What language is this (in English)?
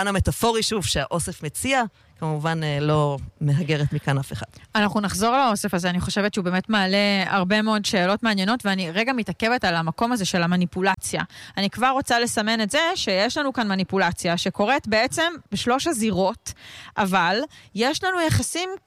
Hebrew